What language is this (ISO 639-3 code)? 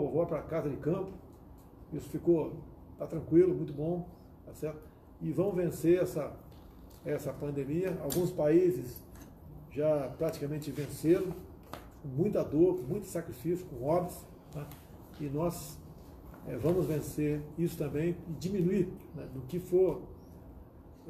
por